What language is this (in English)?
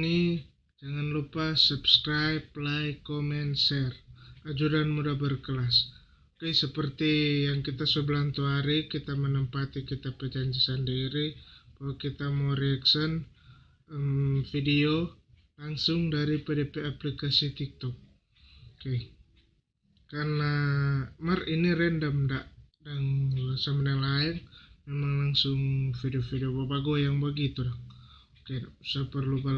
Manado Malay